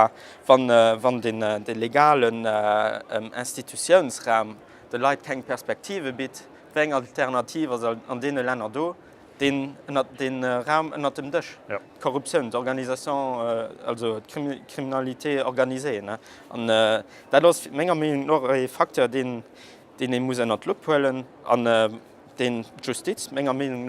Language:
Luxembourgish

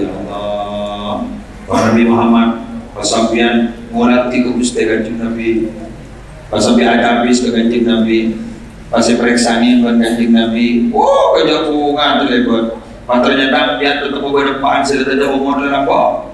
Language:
Madurese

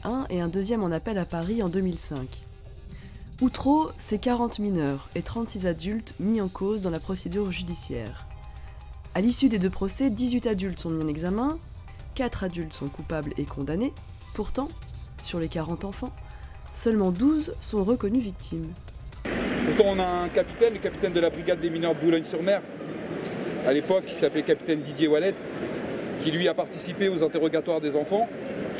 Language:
French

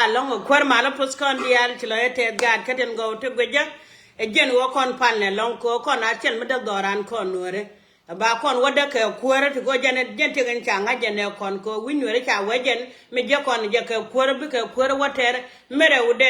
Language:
Nuer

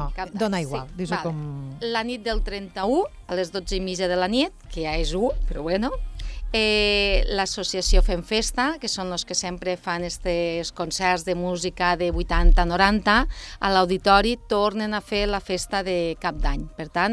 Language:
Catalan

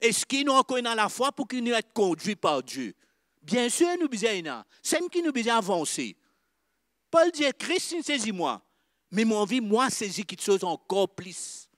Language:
Morisyen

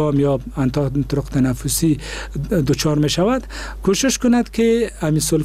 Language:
Persian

